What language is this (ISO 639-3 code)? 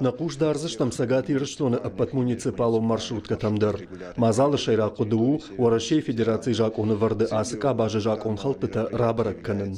oss